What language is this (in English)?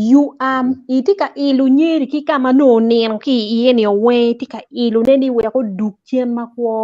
Acoli